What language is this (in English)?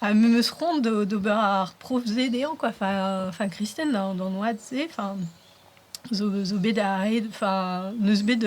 Breton